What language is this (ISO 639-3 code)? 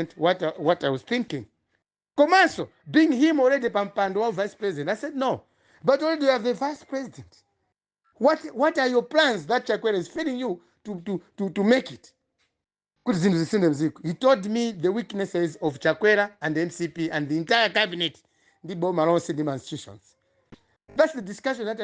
nya